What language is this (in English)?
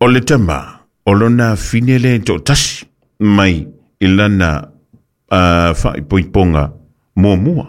Samoan